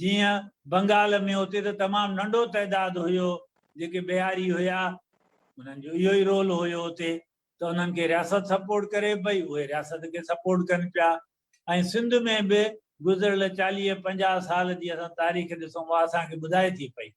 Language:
Sindhi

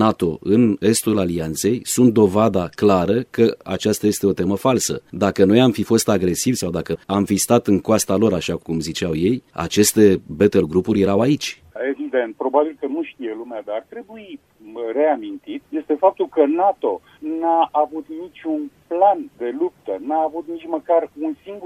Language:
Romanian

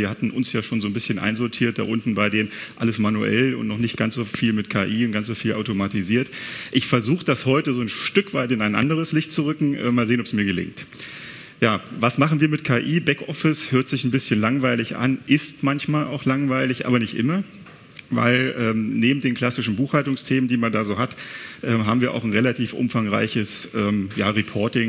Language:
German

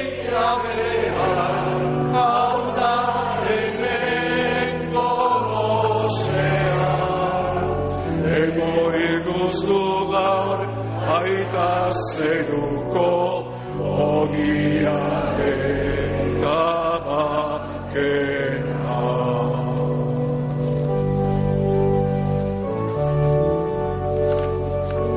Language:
Basque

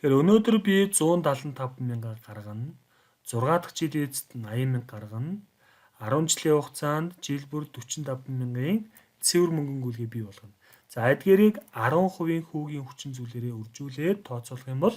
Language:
Mongolian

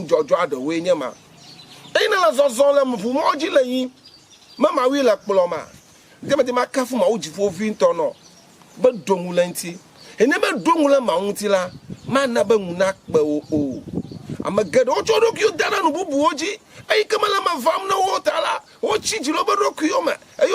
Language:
Ewe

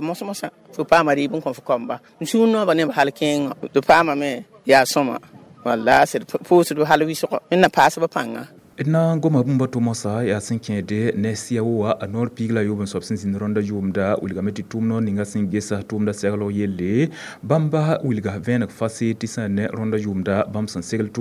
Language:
Mossi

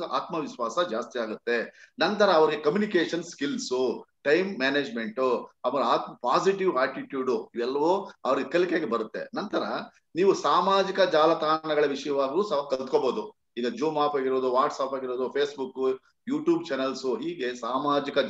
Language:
Kannada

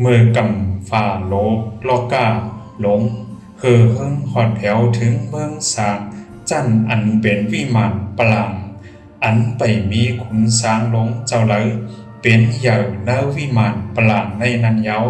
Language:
Lao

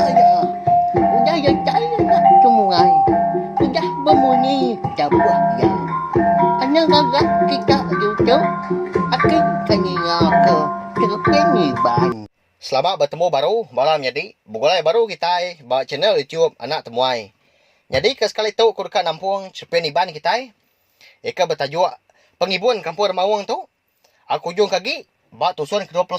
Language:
Iban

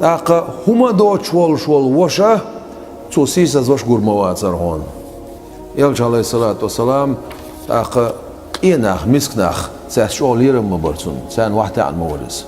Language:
Chechen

